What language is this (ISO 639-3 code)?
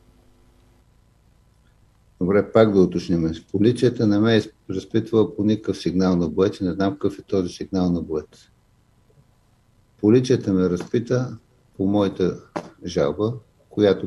bul